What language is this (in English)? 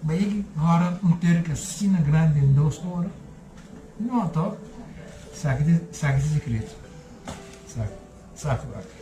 Papiamento